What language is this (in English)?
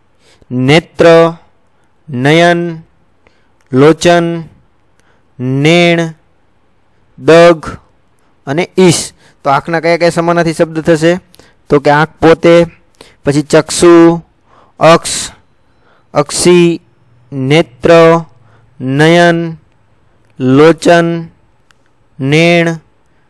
Gujarati